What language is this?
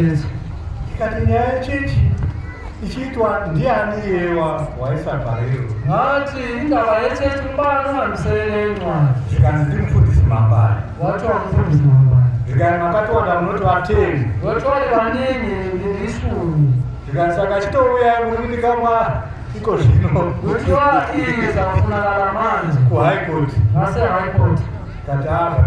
Shona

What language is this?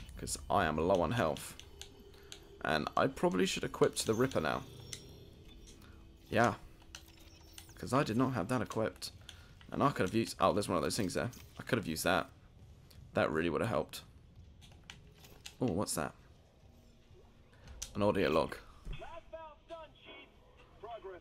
English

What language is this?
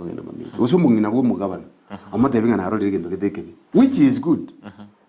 Gusii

